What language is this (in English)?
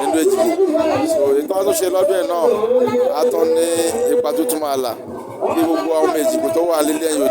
Yoruba